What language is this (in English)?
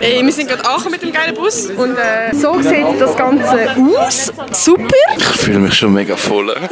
Swiss German